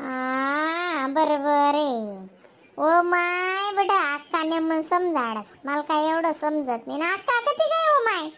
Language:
Khandesi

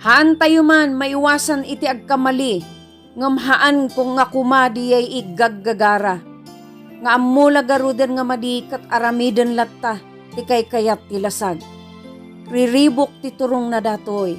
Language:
Iloko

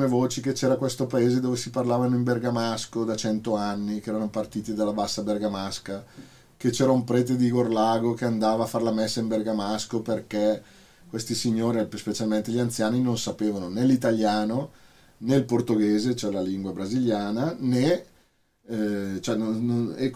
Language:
Italian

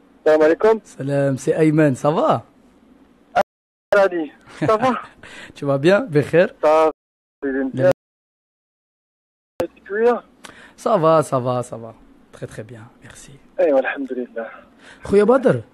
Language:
Moroccan Arabic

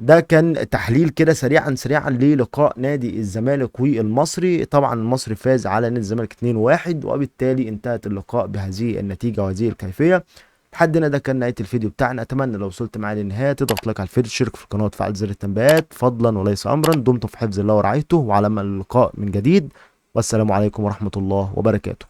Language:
Egyptian Arabic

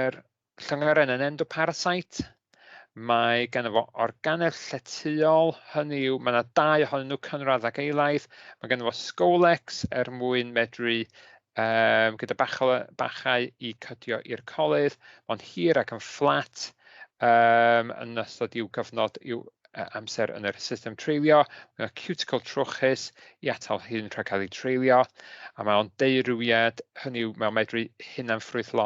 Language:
Welsh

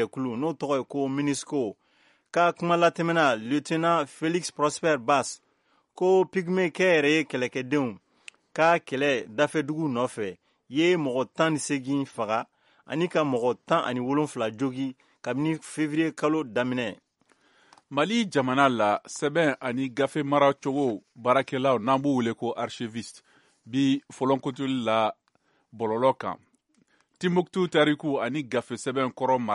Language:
Bambara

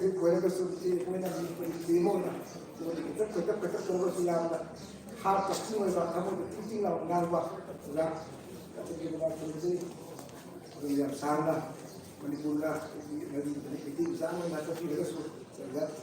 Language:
Manipuri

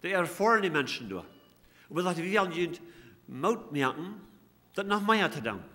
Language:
Plautdietsch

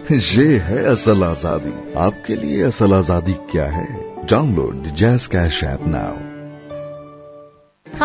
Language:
Urdu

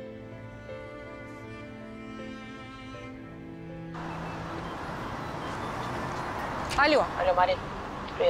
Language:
Russian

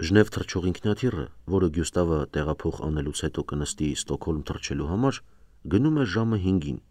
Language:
Armenian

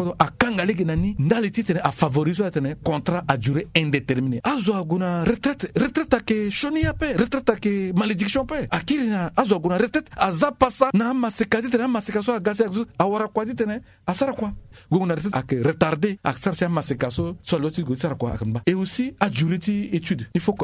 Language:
Sango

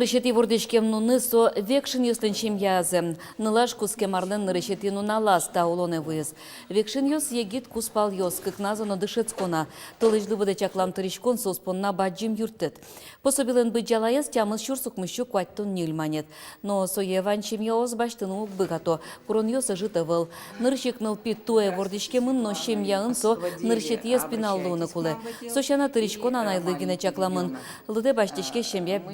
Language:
Udmurt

